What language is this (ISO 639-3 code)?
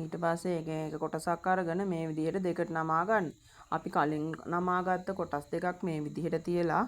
sin